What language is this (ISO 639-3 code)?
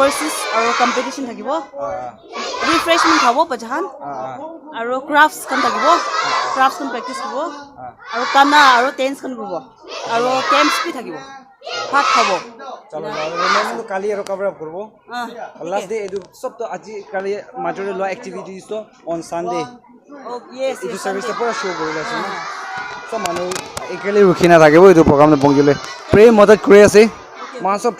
nag